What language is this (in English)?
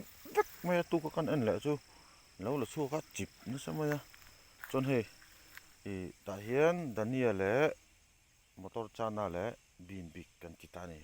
Mizo